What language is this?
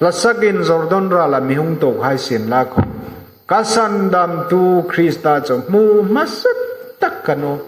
Hmar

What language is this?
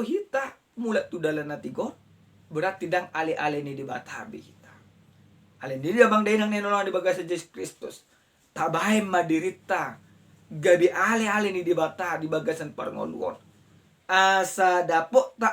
Batak Toba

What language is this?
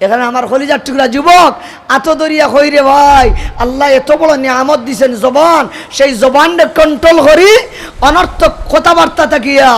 Sylheti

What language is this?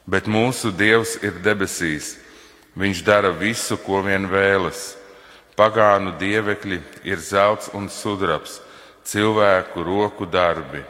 Latvian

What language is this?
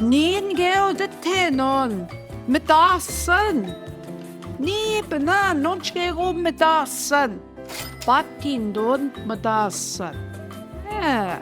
Central Ojibwa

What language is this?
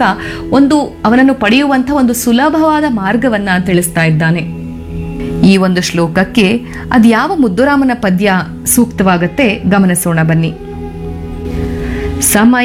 Kannada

